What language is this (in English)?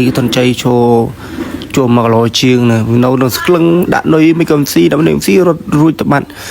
Khmer